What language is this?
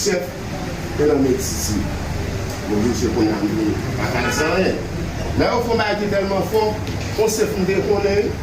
Haitian Creole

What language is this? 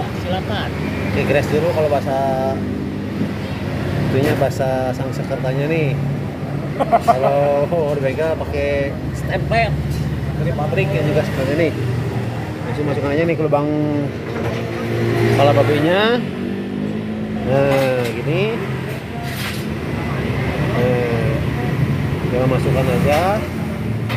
Indonesian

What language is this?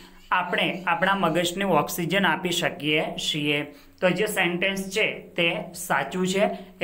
Gujarati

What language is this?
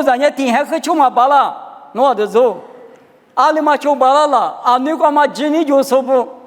Lisu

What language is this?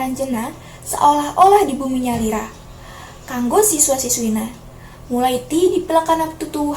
Sundanese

